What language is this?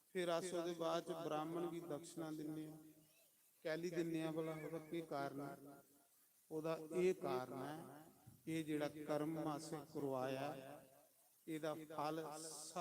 Dogri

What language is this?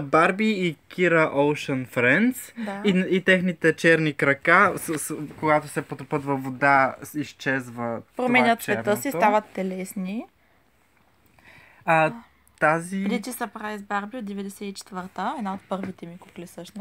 Bulgarian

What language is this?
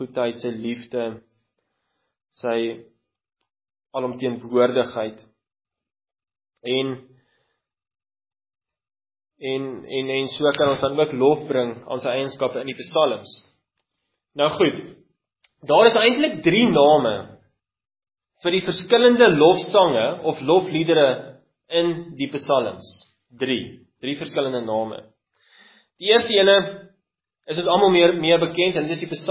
Afrikaans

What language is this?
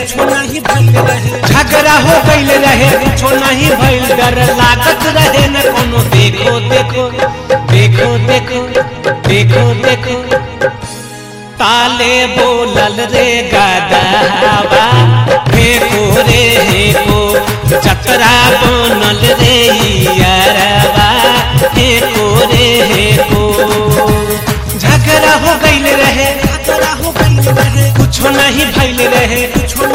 Bhojpuri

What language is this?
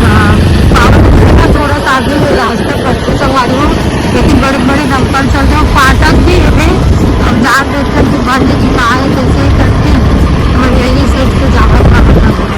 Chhattisgarhi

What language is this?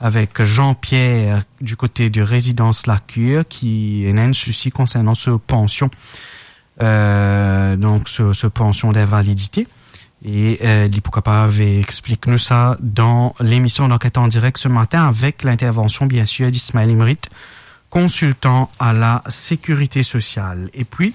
Morisyen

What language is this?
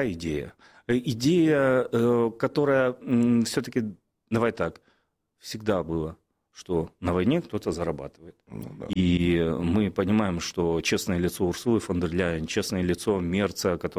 Russian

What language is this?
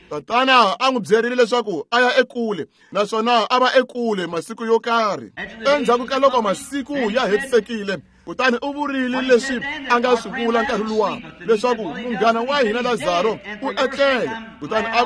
Tsonga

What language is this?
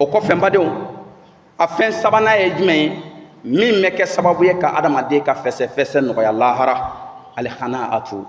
Bambara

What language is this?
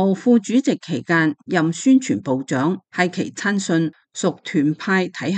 Cantonese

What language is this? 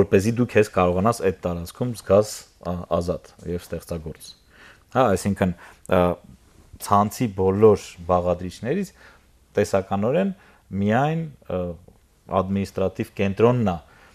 Armenian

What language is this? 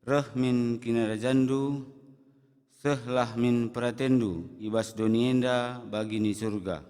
Batak Karo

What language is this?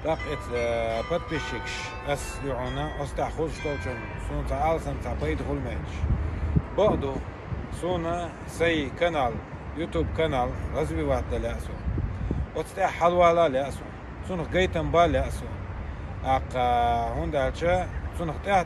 Chechen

